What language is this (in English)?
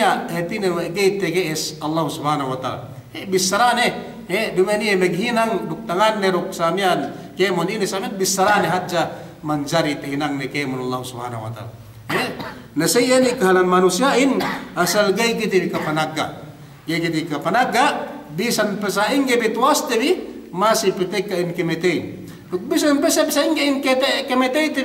Yakan